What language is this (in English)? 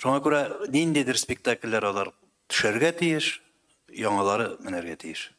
Tatar